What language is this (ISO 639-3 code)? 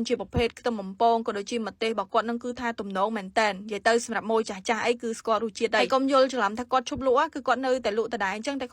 khm